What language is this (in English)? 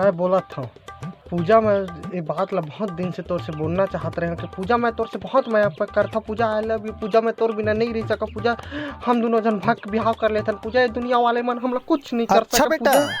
Chhattisgarhi